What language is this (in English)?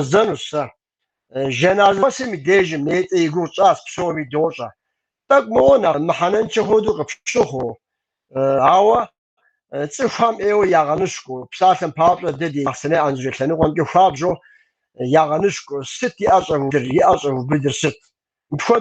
Kabardian